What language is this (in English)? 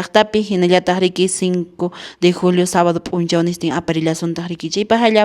Quechua